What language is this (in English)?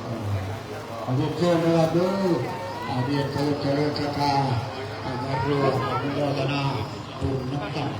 Northeastern Thai